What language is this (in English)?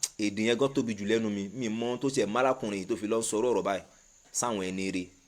Yoruba